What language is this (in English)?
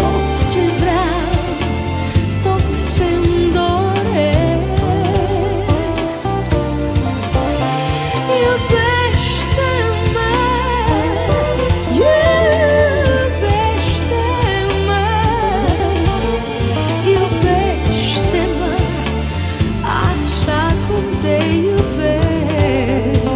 Romanian